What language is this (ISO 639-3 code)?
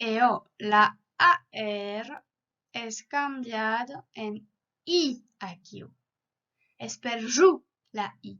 oci